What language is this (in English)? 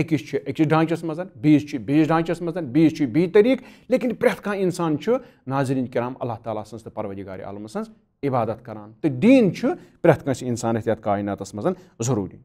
Kashmiri